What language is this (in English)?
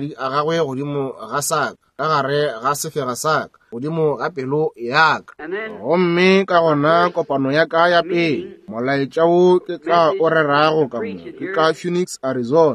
Northern Sotho